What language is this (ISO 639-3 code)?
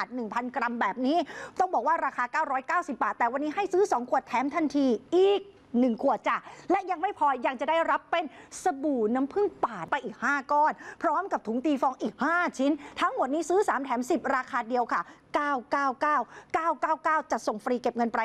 tha